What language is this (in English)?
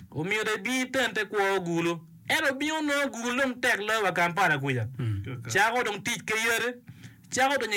Acoli